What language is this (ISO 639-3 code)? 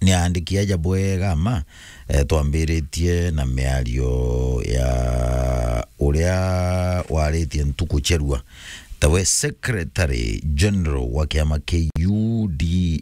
mer